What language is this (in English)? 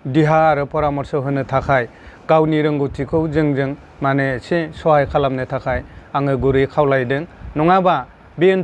Bodo